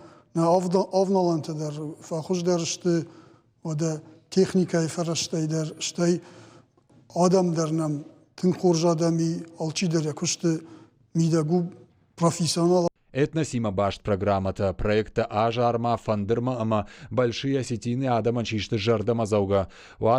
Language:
Ossetic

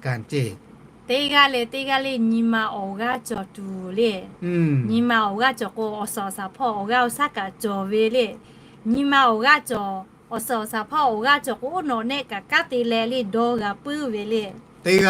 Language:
Lahu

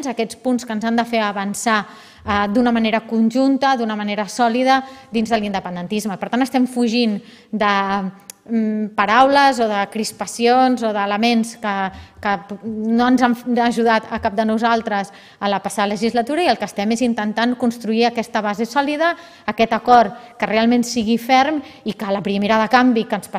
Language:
Catalan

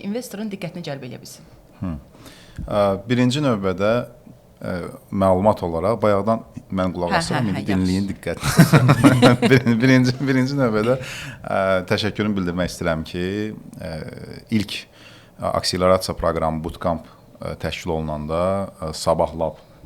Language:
Azerbaijani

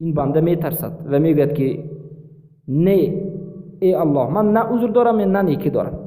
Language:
Persian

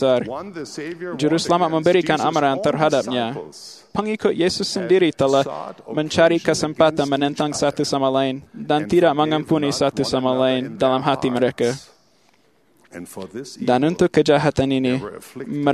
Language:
Malay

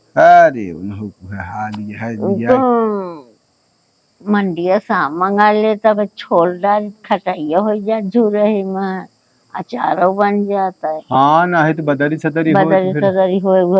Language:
Awadhi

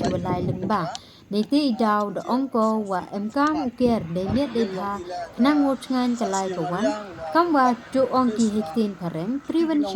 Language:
Khasi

